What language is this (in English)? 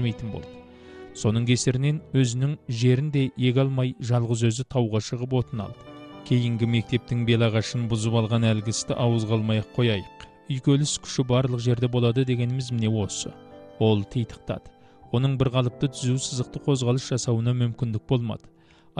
Kazakh